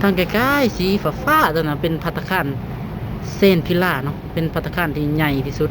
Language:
Lao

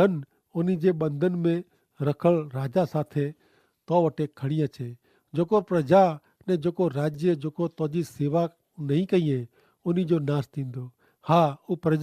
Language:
Kachhi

